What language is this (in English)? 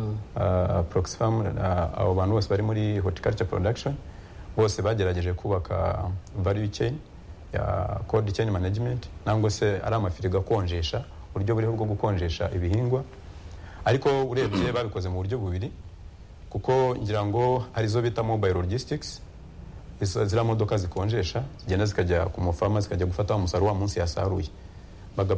Kinyarwanda